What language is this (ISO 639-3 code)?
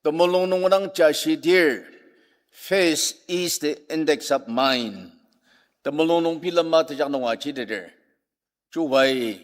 njo